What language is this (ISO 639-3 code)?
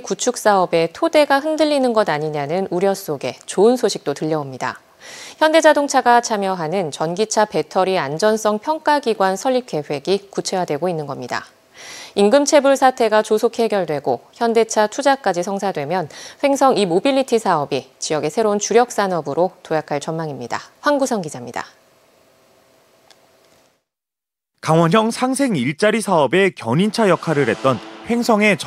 kor